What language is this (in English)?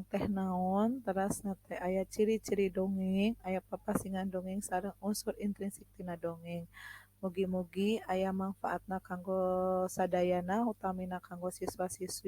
Sundanese